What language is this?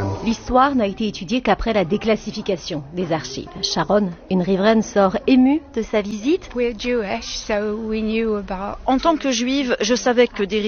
French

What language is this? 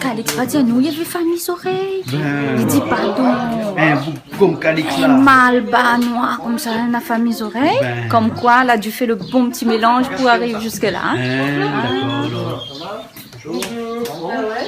Réunion Creole French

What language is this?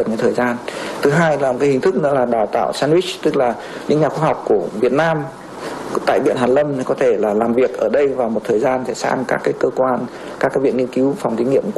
Vietnamese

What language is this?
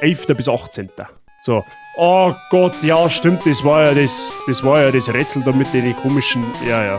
Bavarian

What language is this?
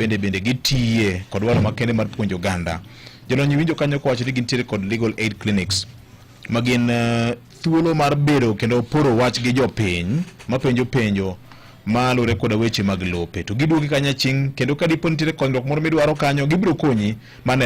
Luo (Kenya and Tanzania)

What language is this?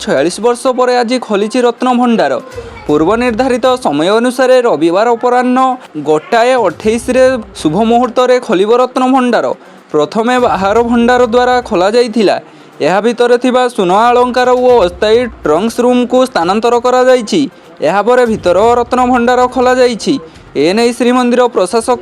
Odia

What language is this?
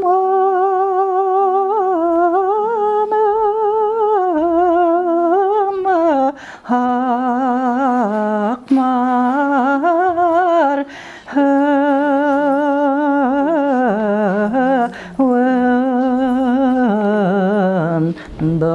Bashkir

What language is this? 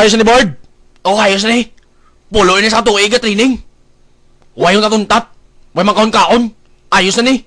Cebuano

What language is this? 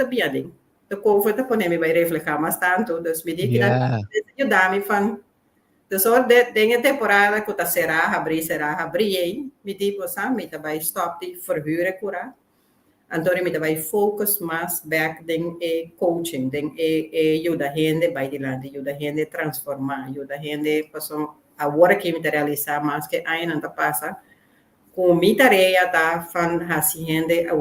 Papiamento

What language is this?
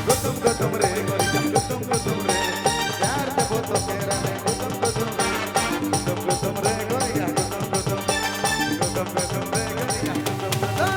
Sadri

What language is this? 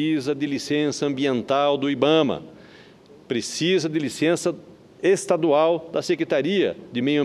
Portuguese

